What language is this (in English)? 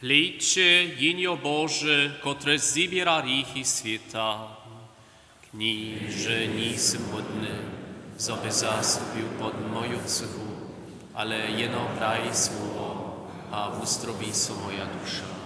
Upper Sorbian